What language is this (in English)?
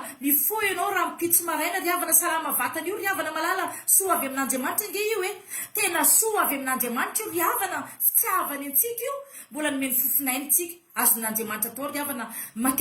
Malagasy